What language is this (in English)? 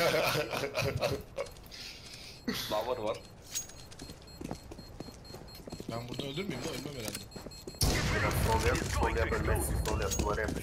Turkish